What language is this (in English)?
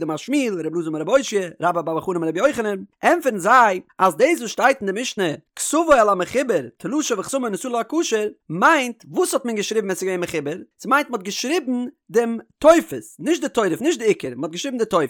Yiddish